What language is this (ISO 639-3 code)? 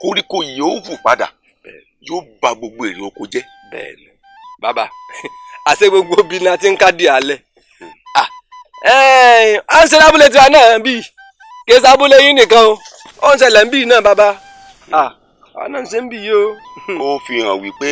yor